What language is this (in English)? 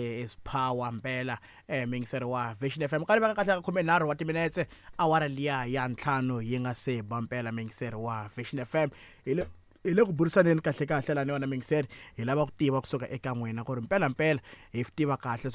Tsonga